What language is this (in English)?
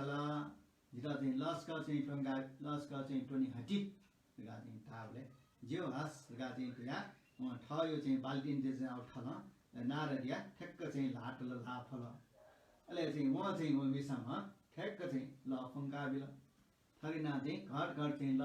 Newari